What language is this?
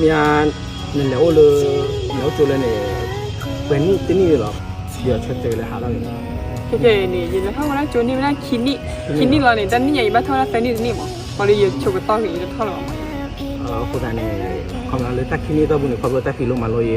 S'gaw Karen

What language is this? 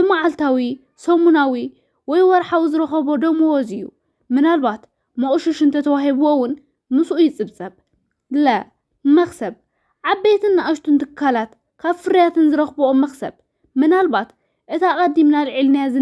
Tigrinya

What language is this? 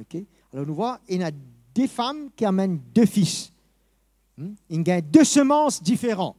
Morisyen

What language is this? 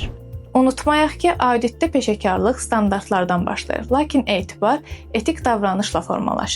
Azerbaijani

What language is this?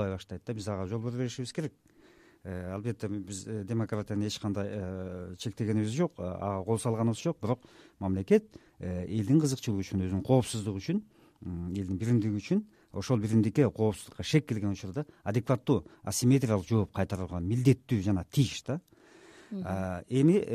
Kyrgyz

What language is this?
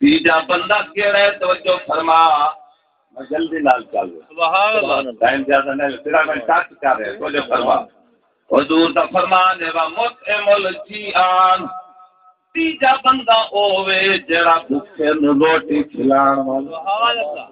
Saraiki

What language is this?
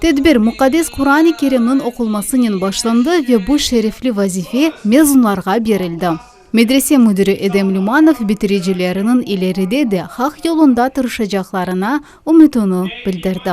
Crimean Tatar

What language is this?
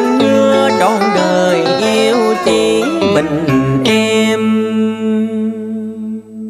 Vietnamese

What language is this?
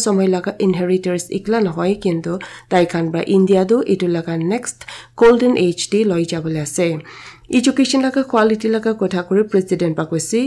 Naga Pidgin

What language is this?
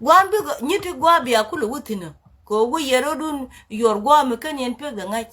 Nuer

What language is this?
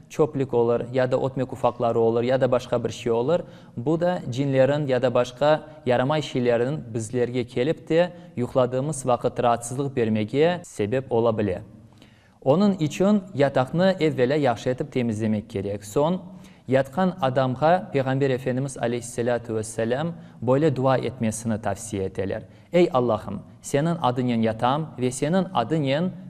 Crimean Tatar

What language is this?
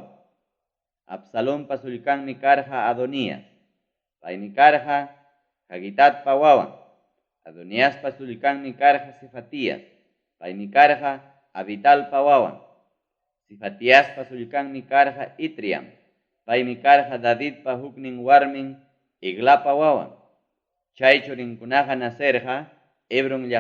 Ayacucho Quechua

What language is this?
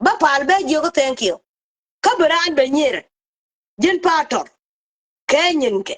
Nuer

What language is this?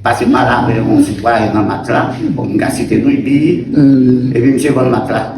Haitian Creole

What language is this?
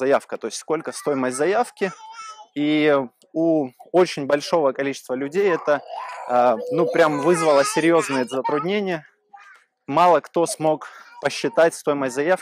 Russian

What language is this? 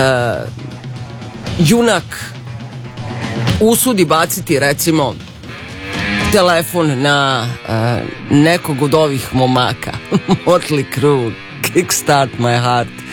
Serbian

